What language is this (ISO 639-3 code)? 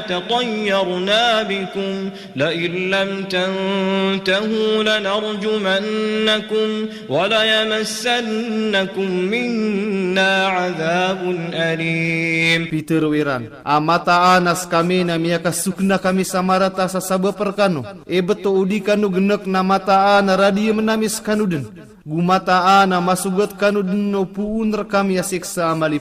mrw